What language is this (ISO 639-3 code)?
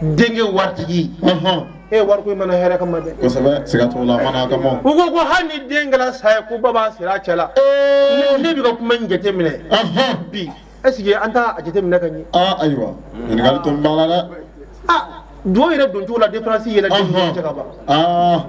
bam